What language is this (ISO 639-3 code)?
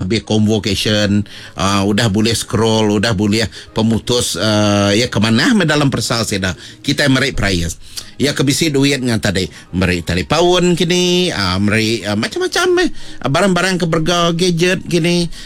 iba